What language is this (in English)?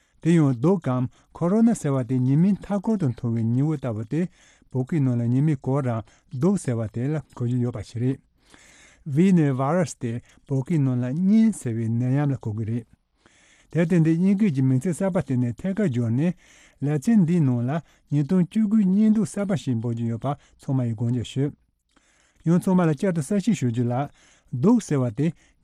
Tibetan